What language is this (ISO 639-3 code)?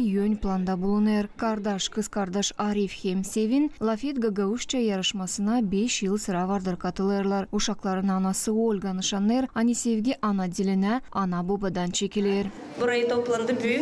gag